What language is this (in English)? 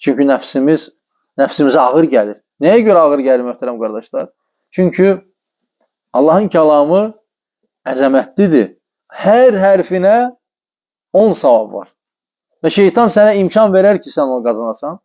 Azerbaijani